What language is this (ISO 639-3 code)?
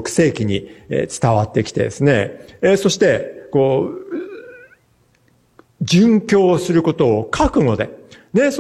jpn